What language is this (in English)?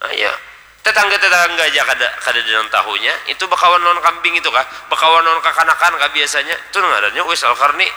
Banjar